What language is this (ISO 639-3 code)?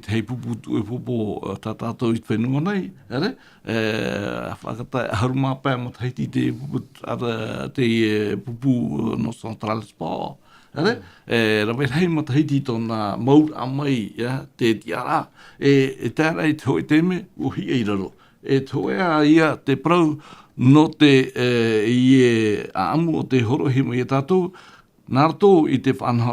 tah